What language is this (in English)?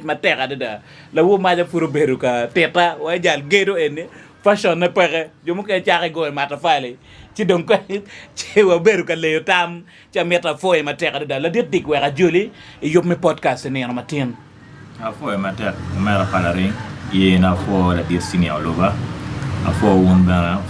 Acoli